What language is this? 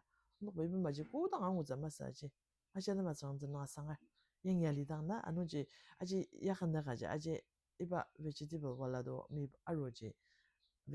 Ao Naga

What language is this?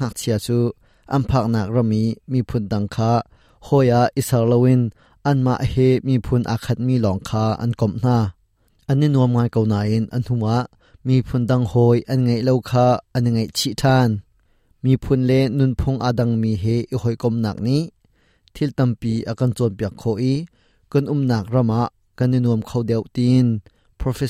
Hakha Chin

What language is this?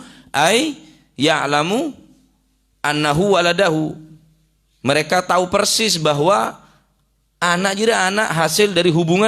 Madurese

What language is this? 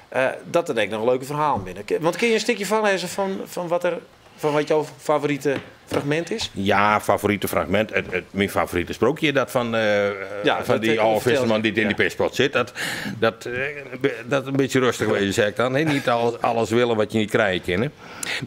Western Frisian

